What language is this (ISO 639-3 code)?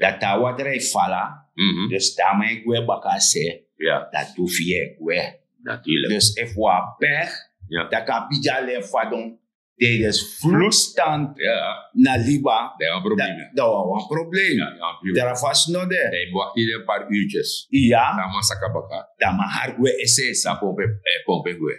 srn